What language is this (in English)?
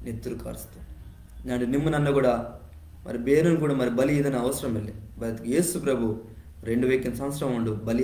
Koya